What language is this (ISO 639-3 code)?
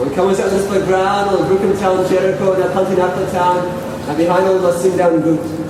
tpi